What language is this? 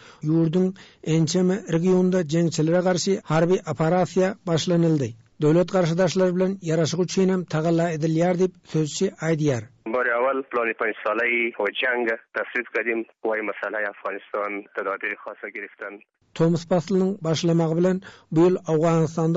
Turkmen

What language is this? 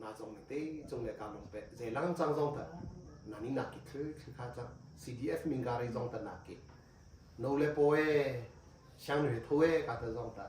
Hakha Chin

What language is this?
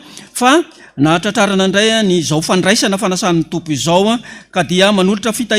Malagasy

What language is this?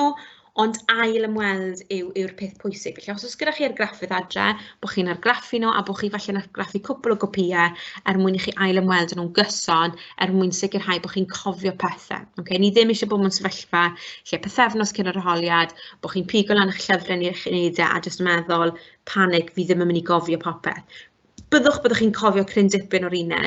Welsh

